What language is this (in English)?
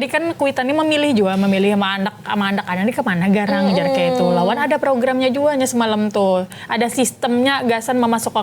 Banjar